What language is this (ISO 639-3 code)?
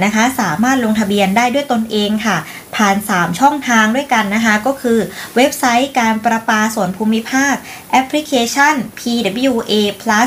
tha